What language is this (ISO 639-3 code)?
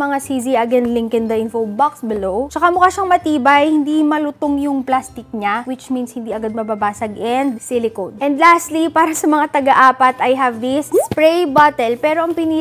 fil